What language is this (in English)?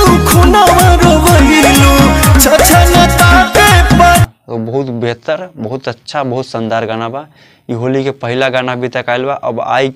Bhojpuri